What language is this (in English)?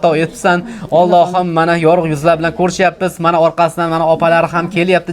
Uzbek